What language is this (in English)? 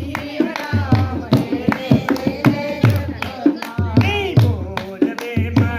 Dogri